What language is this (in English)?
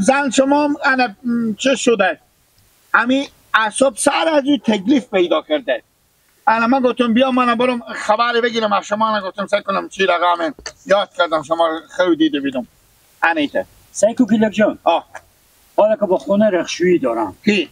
Persian